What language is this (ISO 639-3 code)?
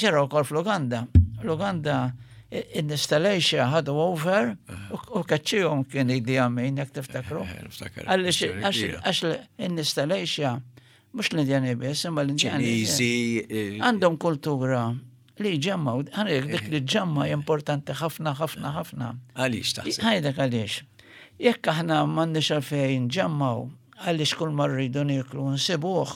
mlt